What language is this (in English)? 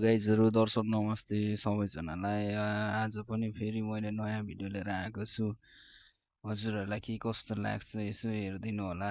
Nepali